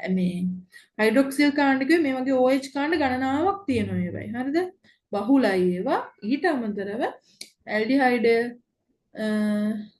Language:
Sinhala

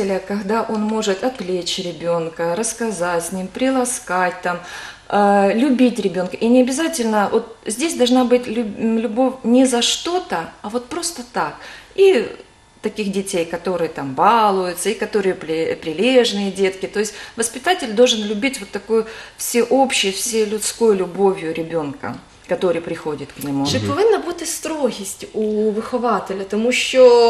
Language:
Ukrainian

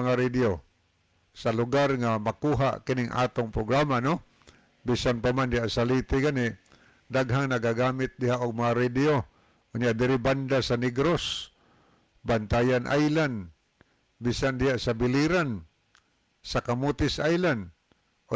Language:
Cebuano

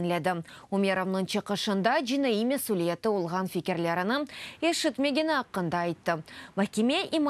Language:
Crimean Tatar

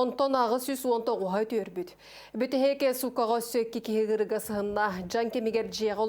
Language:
Yakut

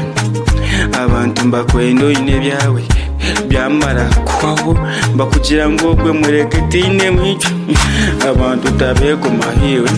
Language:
Kinyarwanda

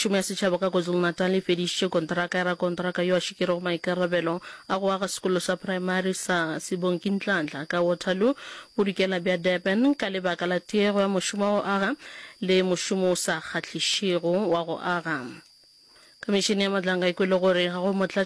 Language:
Northern Sotho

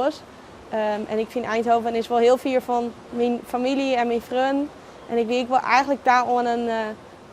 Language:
Western Frisian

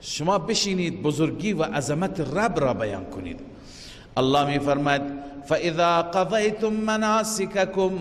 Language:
Persian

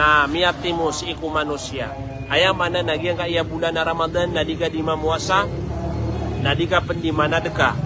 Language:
Maranao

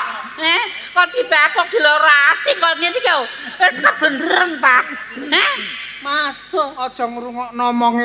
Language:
Javanese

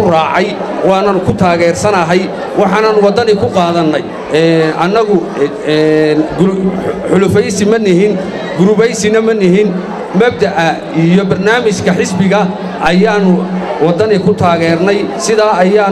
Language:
Somali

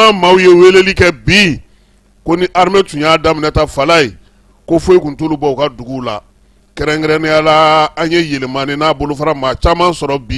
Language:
Bambara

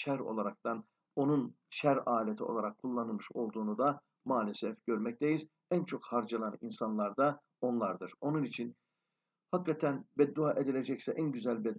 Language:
Turkish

